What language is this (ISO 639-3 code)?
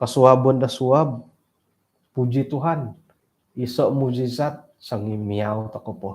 dtp